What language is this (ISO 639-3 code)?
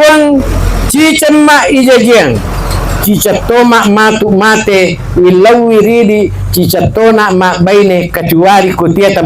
bug